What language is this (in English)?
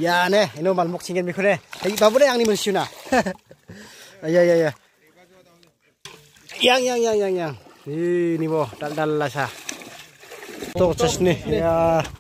Garo